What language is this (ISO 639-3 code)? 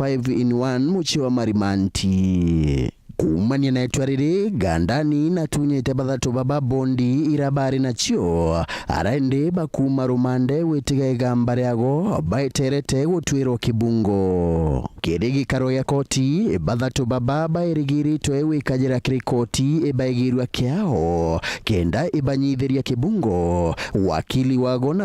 mer